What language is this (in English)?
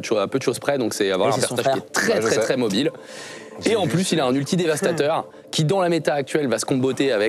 French